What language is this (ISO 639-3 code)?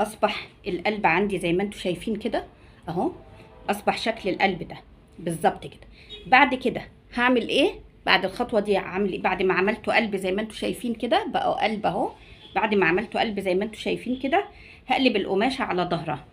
arz